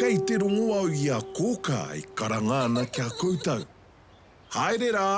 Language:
Māori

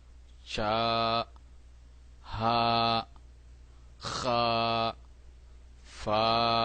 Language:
Rohingya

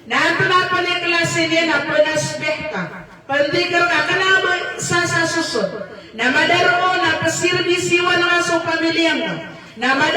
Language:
Maranao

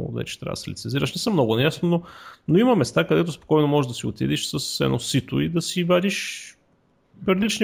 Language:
Bulgarian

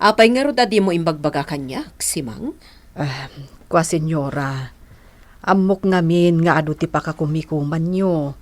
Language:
Iloko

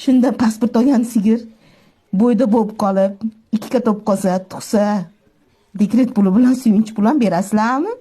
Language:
Uzbek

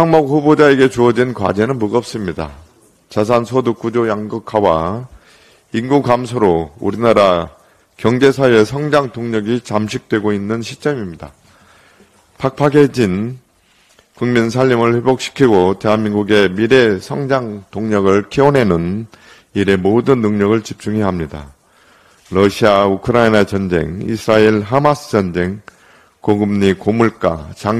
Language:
Korean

